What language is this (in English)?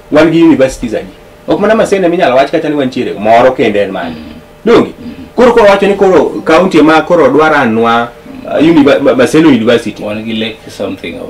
Luo (Kenya and Tanzania)